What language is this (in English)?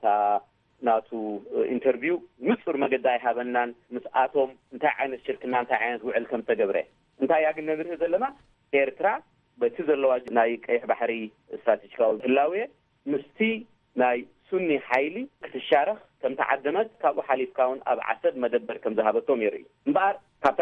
Tigrinya